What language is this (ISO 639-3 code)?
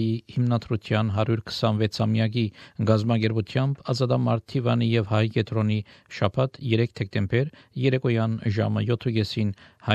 hye